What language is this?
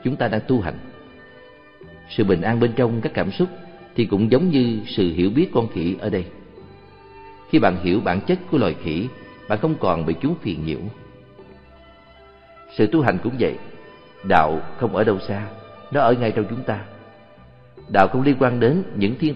Vietnamese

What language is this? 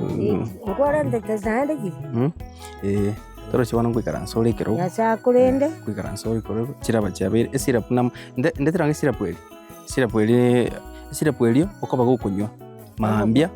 Gusii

